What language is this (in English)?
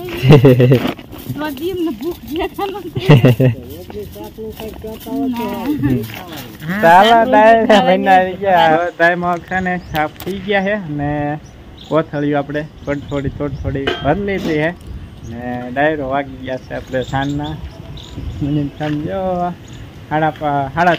Gujarati